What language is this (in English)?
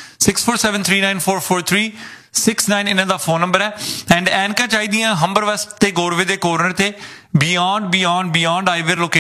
Punjabi